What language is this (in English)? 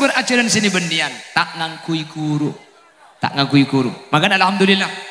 Madurese